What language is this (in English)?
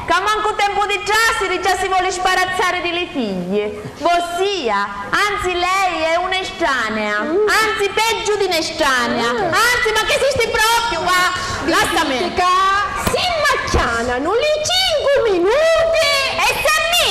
Sicilian